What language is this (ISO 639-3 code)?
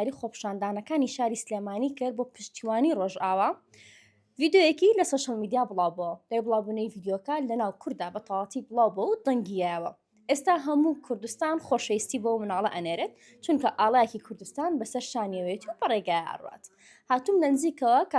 ckb